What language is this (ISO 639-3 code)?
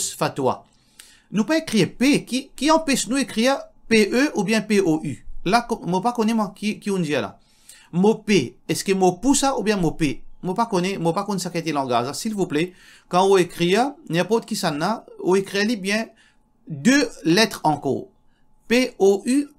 mfe